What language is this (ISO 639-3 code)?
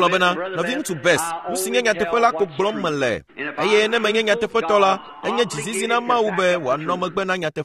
ewe